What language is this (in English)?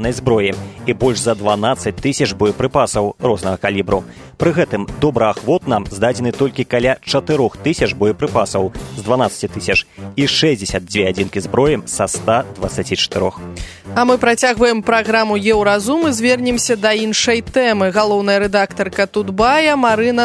Belarusian